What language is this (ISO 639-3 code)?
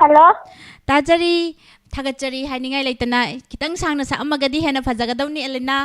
mni